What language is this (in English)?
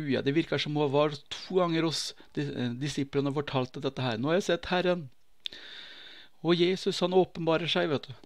Norwegian